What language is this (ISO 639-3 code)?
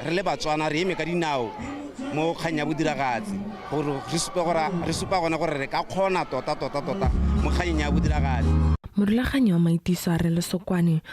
tsn